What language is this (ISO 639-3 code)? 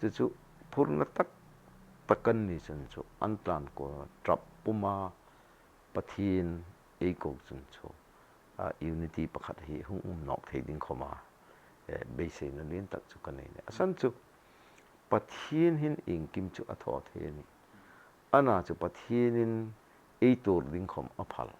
hmr